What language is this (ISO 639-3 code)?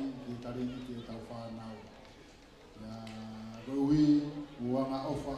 ton